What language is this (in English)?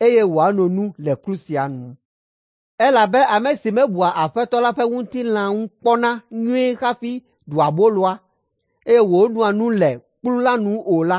Ewe